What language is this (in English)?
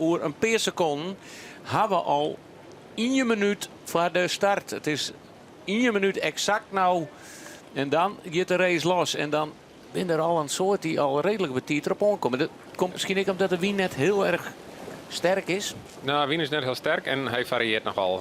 Western Frisian